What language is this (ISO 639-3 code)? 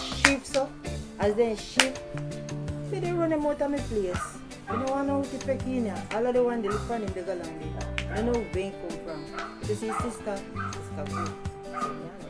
jam